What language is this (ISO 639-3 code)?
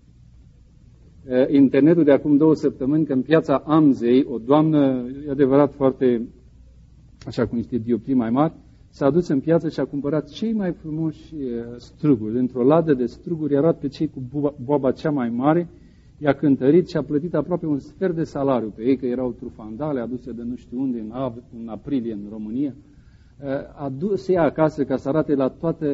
ron